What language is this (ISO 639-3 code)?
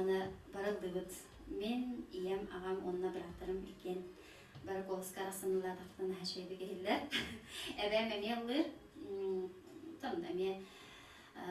sah